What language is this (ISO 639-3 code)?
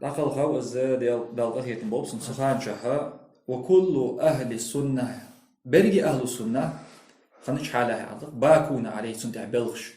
inh